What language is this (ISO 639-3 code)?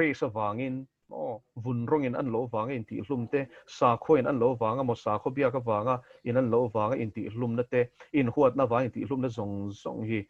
lus